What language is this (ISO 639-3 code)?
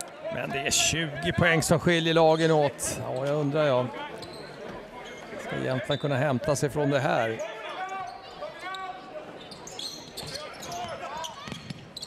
swe